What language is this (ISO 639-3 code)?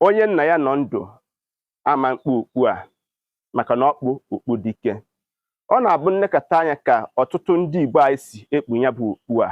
ibo